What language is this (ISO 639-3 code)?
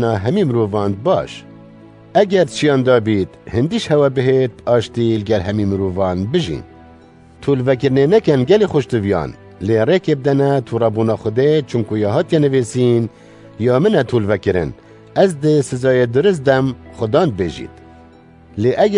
kur